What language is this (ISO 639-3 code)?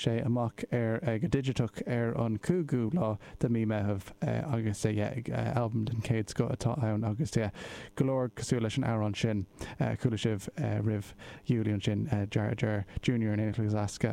gle